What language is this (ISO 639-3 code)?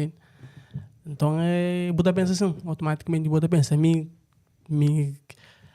kea